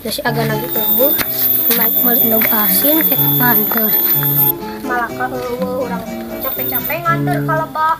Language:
Sundanese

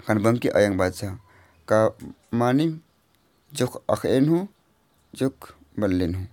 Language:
Kurukh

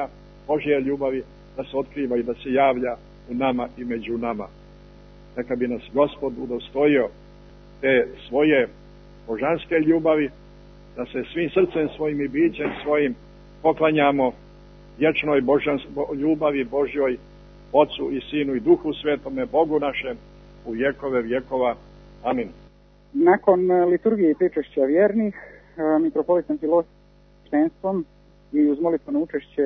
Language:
Serbian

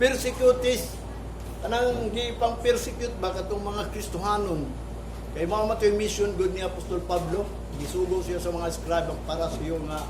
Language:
Cebuano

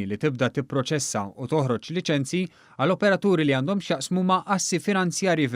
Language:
Maltese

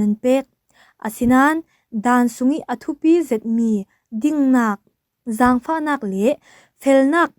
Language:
Falam Chin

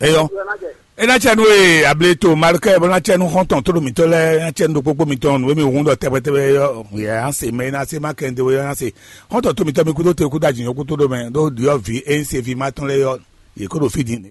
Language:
Fon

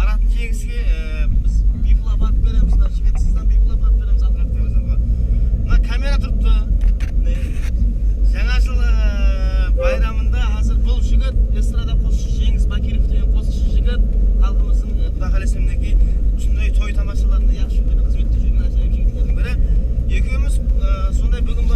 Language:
Kara-Kalpak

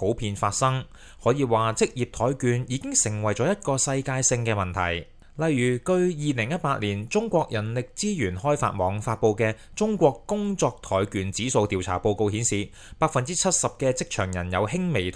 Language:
Cantonese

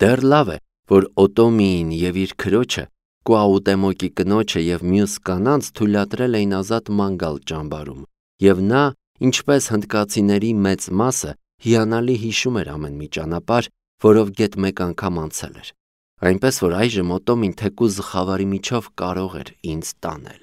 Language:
Armenian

